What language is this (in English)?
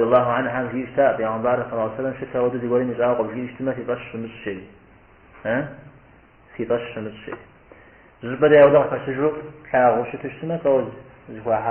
Kabardian